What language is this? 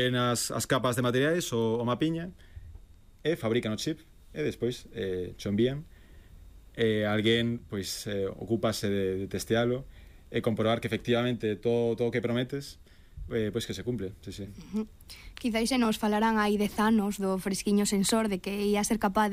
Galician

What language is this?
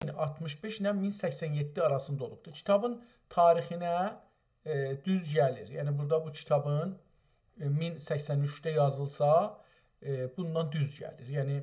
South Azerbaijani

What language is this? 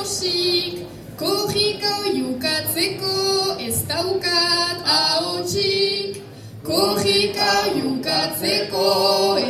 Basque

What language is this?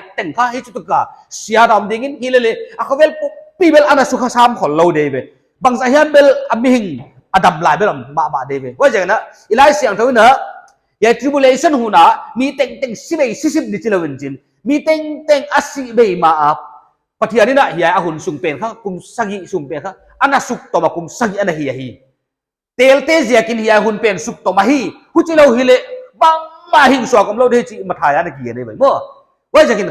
Paite Chin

